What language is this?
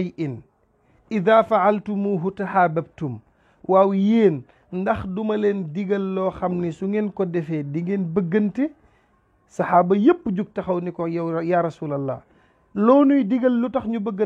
Wolof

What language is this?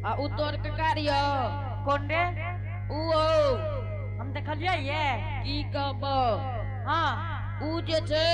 Angika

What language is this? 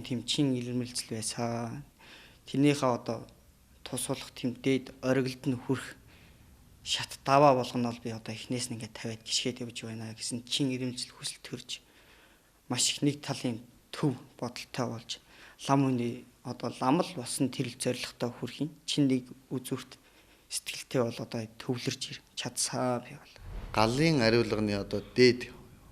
Mongolian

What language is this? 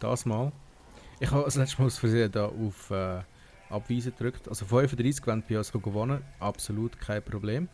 Swiss German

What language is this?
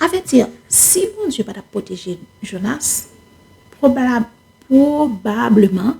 Haitian Creole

